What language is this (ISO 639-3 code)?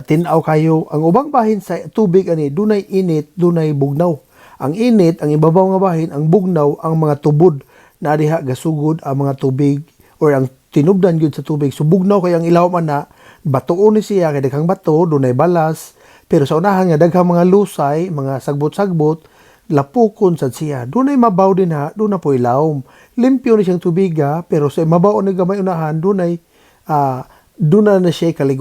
ceb